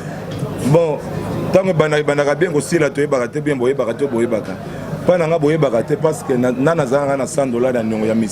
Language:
Lingala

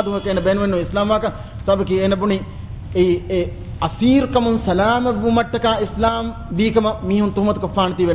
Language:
Divehi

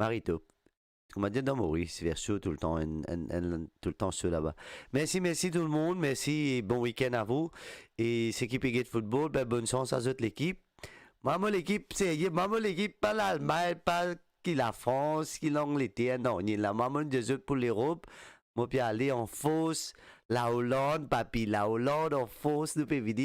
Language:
Morisyen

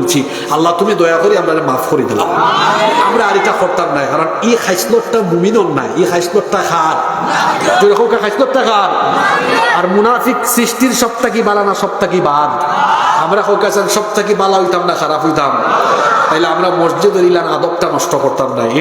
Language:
Sylheti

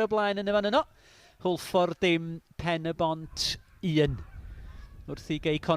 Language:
Welsh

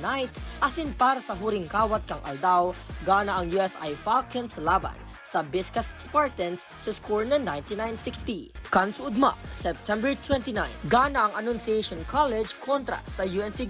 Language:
Bikol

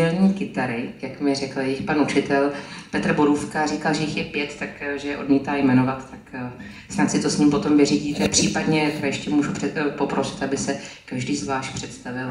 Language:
Czech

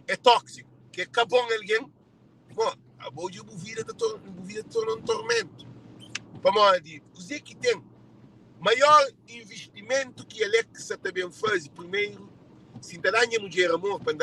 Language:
Kabuverdianu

